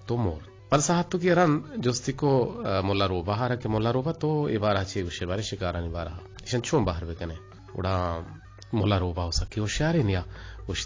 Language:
Eastern Balochi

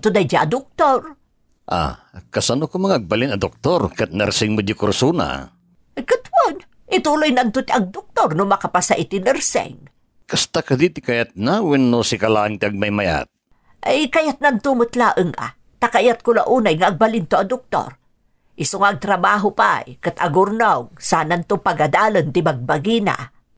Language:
Iloko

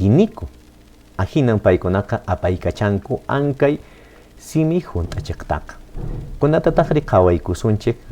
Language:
Quechua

